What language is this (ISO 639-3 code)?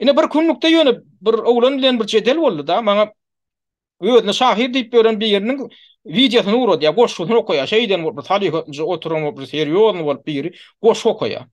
tuk